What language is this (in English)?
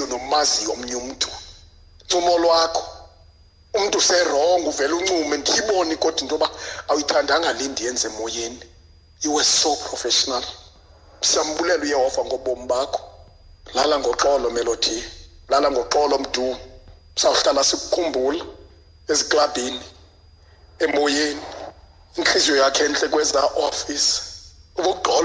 Xhosa